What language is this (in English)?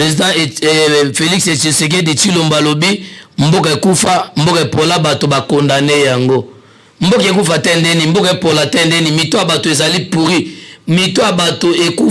Lingala